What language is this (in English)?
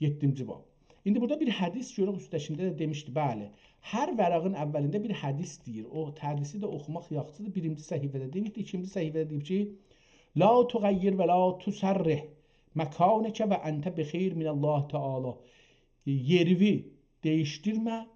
South Azerbaijani